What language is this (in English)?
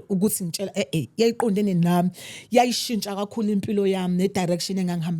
Zulu